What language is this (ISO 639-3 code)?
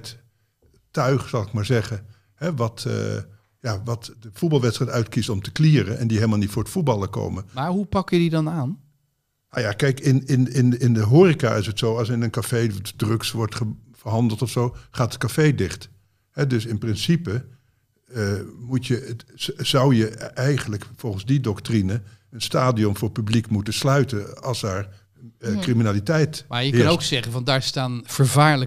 nld